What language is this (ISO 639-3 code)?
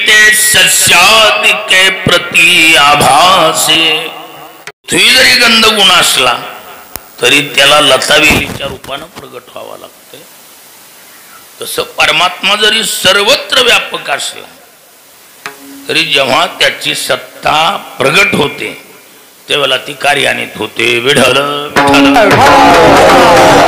mar